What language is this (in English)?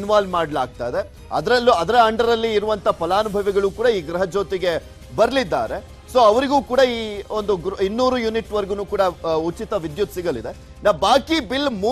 Kannada